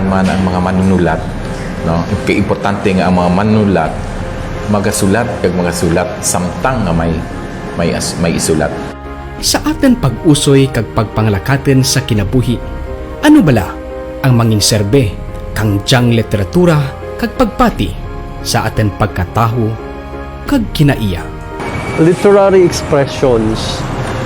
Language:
Kinaray-a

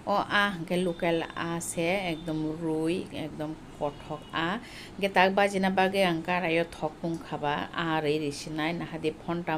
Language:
Kok Borok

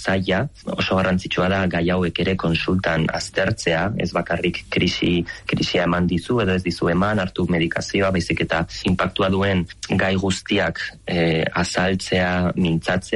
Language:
Basque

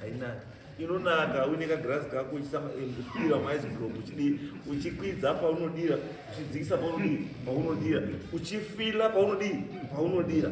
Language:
Shona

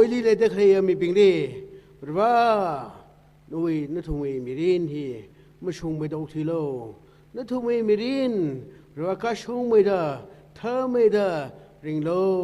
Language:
Tangkhul Naga (India)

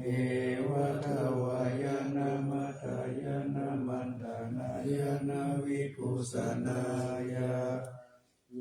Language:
Pali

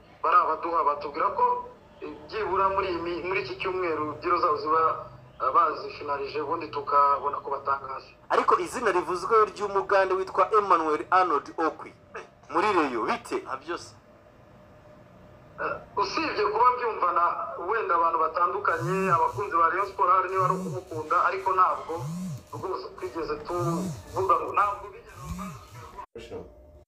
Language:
Kinyarwanda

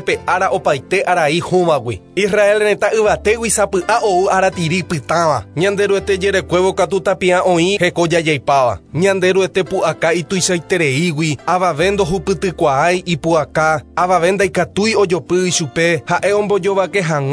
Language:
Guarani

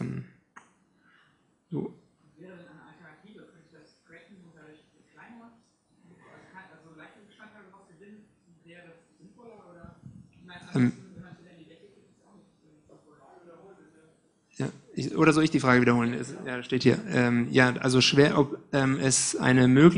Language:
German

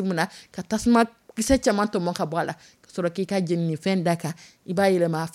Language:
Dyula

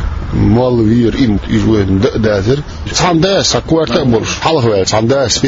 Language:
Chechen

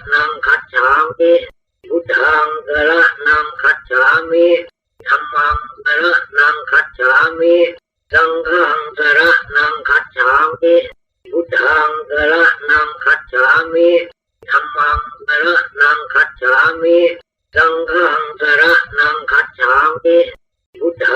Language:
Pali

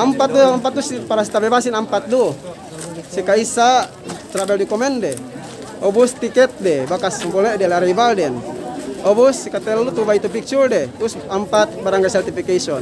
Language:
Yakan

